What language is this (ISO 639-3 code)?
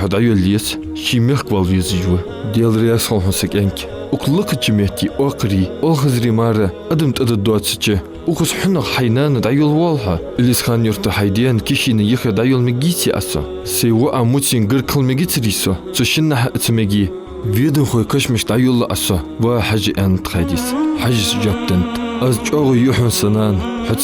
inh